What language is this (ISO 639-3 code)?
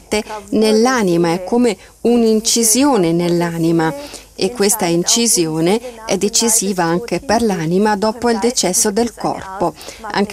ita